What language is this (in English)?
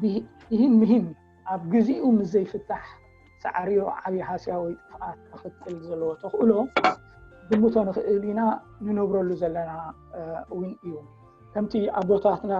Tigrinya